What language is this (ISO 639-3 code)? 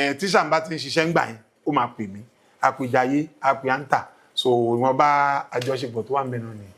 yor